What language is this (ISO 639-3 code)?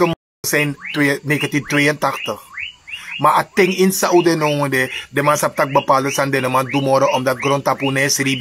srn